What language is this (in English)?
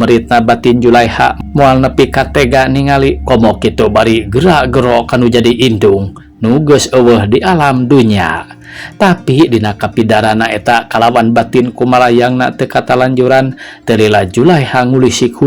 Sundanese